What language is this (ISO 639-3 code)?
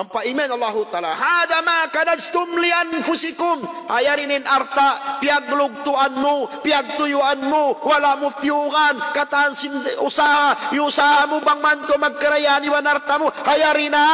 tsg